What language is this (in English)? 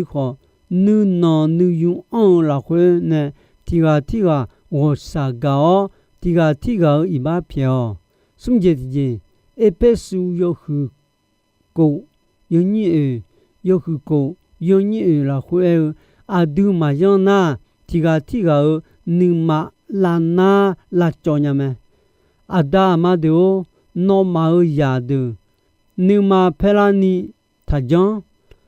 Akha